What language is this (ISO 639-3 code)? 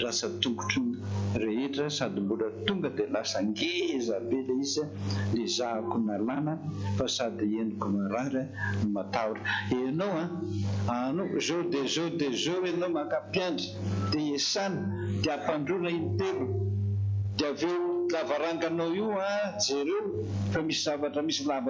mlg